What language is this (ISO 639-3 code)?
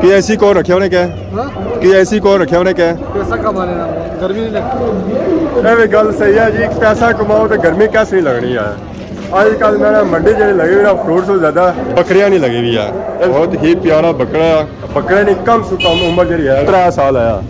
phr